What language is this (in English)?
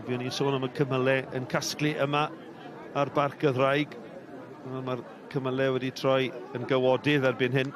Welsh